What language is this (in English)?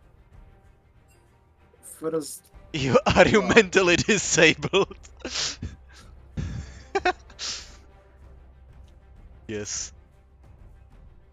Czech